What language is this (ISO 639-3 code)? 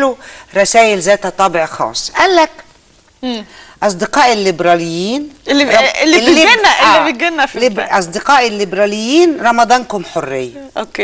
arz